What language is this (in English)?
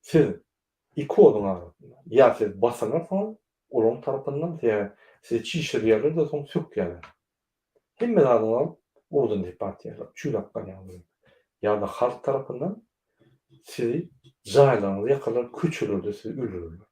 Turkmen